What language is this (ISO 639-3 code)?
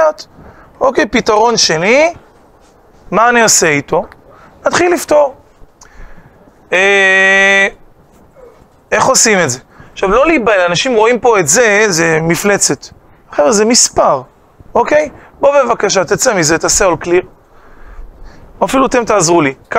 heb